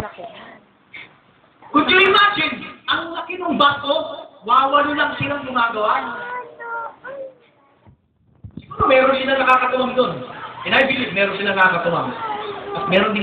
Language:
Filipino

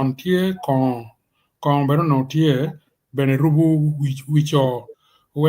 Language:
Acoli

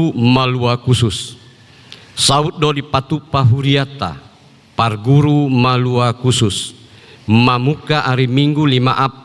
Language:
Batak Toba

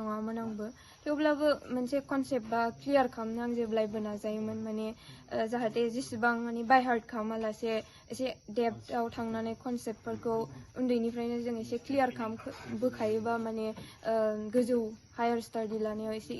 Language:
Bodo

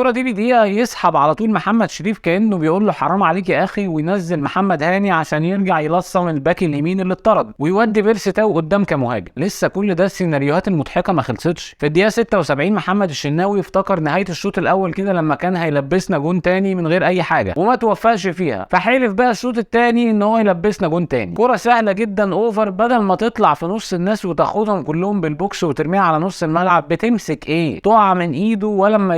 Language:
Egyptian Arabic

